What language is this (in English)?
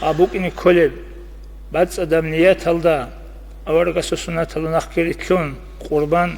Avaric